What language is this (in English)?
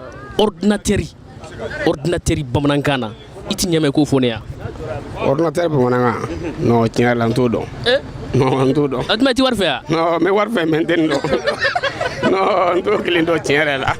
Bambara